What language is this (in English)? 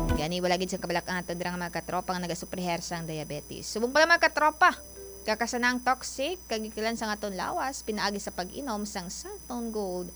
Hiligaynon